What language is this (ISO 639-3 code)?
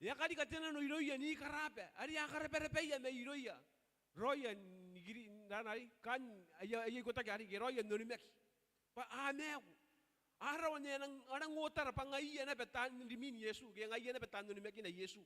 gil